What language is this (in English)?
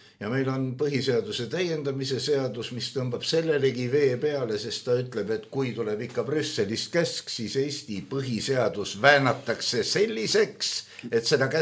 Estonian